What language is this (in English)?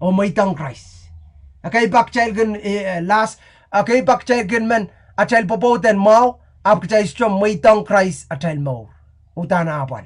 Pohnpeian